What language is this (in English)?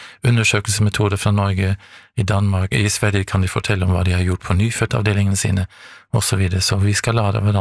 Norwegian